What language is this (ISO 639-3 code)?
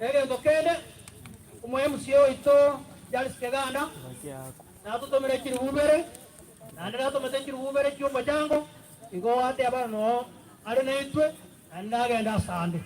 guz